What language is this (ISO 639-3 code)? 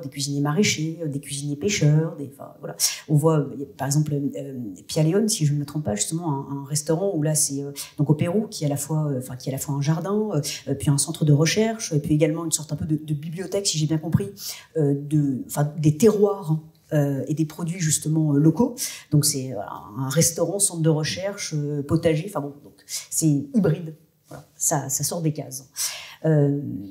fra